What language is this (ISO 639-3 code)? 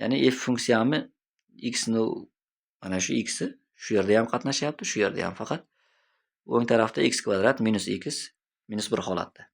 uzb